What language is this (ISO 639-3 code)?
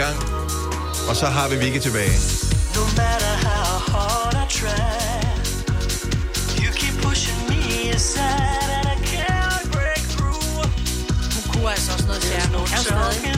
dan